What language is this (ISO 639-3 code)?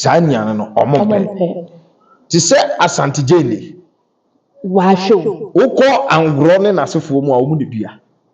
aka